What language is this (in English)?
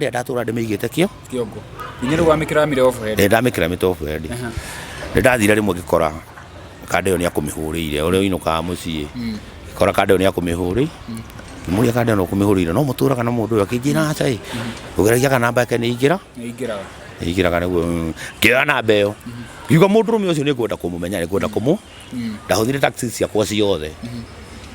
Kikuyu